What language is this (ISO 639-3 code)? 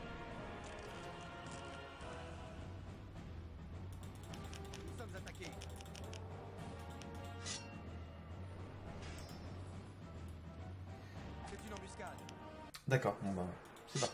fra